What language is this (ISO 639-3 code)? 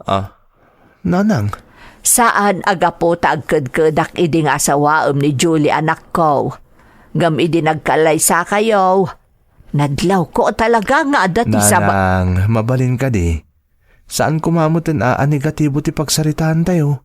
ilo